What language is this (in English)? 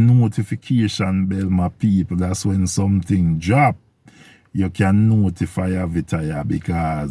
Jamaican Creole English